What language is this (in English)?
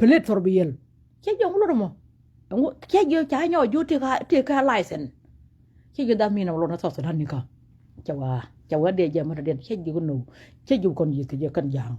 Nuer